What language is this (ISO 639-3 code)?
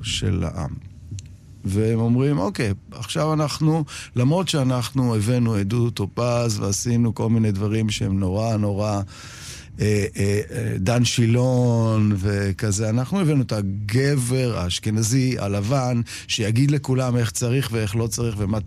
heb